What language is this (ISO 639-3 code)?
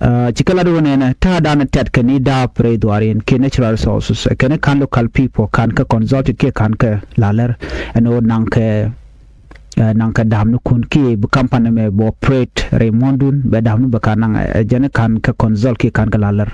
nus